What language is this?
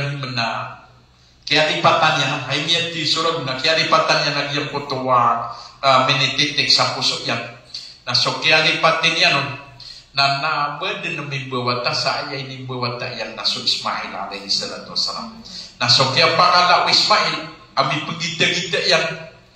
Maranao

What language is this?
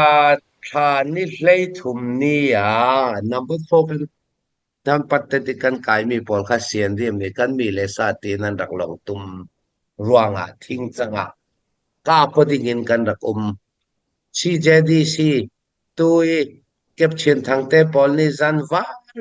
Falam Chin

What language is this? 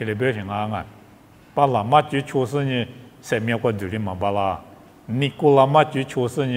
Lisu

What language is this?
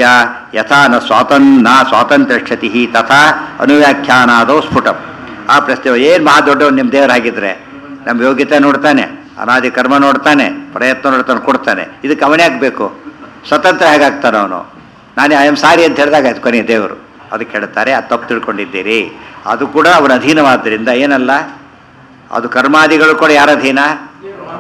Kannada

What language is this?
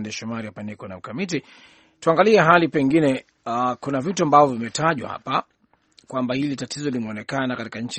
Swahili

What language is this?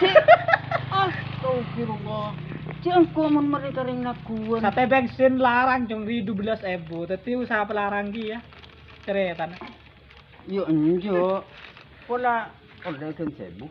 Madurese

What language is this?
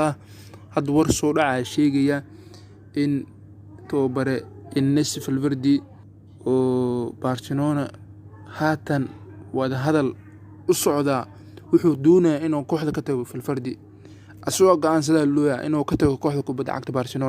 Somali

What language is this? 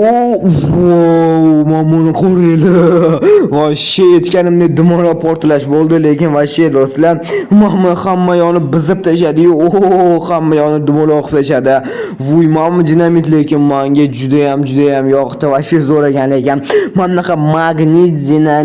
Uzbek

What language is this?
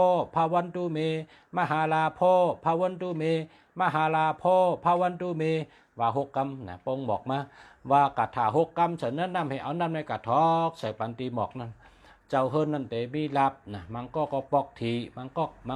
Shan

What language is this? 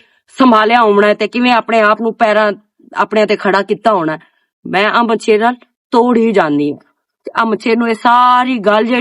Western Panjabi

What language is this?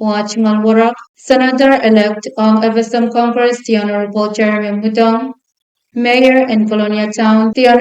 Pohnpeian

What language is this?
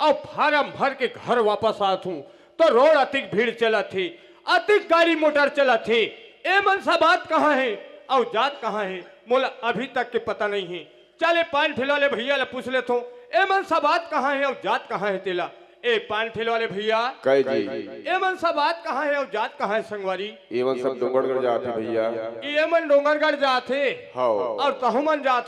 Chhattisgarhi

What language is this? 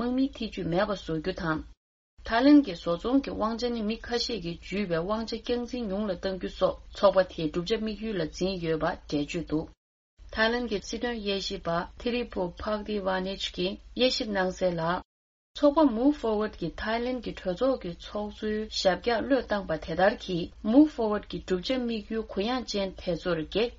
Tibetan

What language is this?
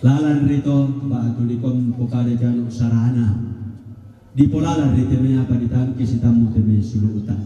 Toraja-Sa'dan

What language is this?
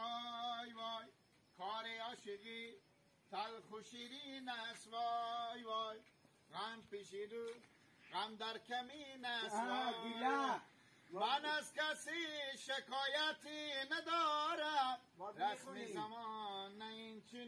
Hazaragi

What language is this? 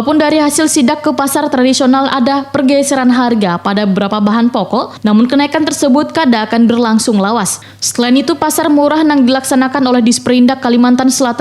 Banjar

